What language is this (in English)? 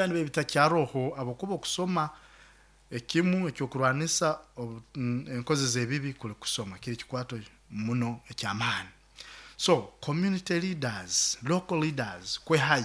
Nyoro